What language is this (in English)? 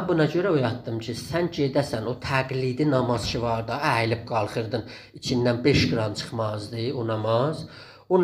South Azerbaijani